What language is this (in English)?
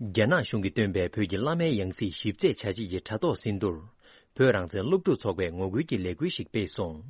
Tibetan